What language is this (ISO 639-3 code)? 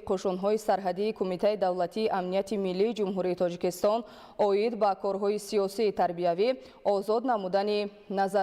tgk